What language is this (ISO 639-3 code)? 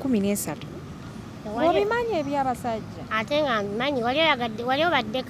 lug